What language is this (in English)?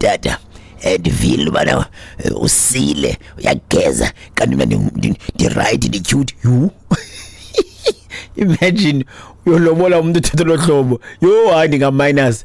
Xhosa